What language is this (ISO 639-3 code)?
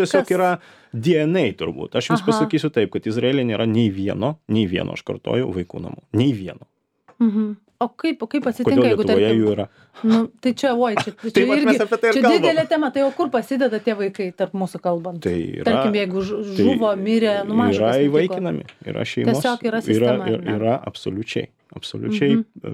lit